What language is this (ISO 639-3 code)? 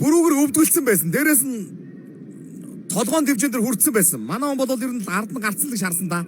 mon